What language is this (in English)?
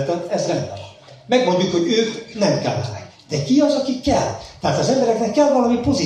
Hungarian